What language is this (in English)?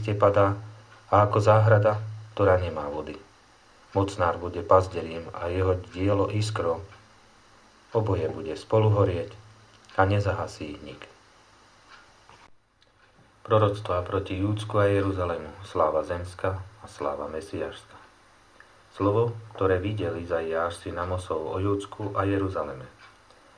Slovak